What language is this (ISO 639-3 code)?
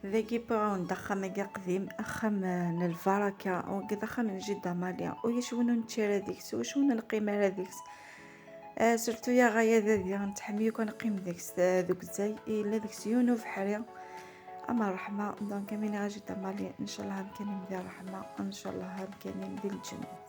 kab